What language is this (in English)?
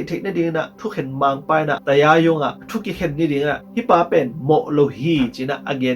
Tedim Chin